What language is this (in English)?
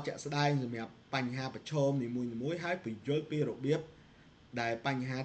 Khmer